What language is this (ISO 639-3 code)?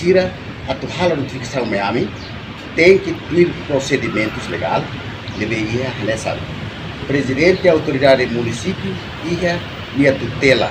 tet